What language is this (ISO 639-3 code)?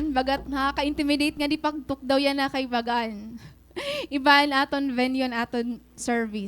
war